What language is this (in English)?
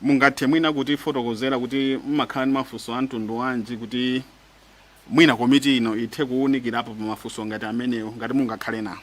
Nyanja